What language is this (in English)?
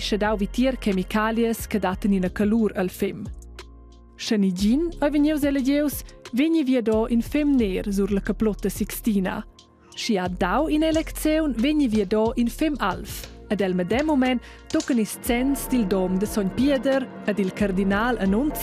Romansh